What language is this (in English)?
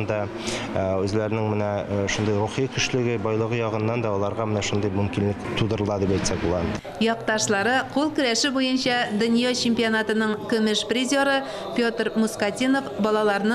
Tatar